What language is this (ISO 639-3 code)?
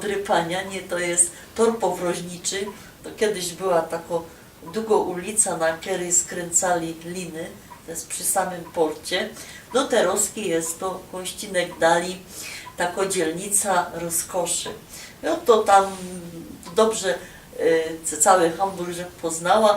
szl